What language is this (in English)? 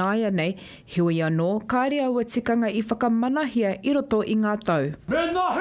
Māori